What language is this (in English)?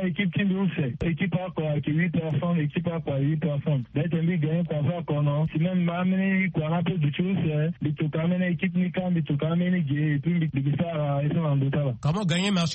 Sango